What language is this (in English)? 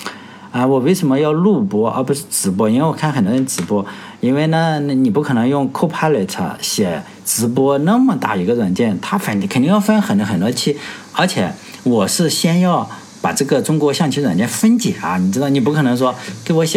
Chinese